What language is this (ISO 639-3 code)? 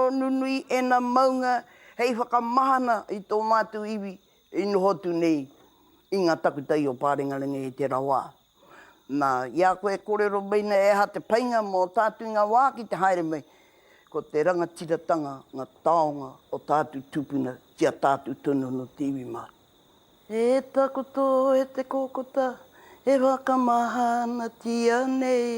mri